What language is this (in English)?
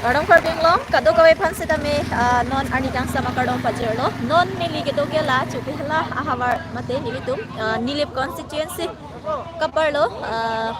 Karbi